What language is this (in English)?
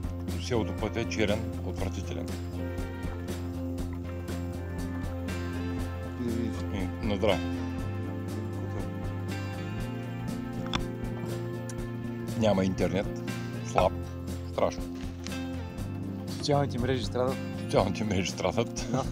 Bulgarian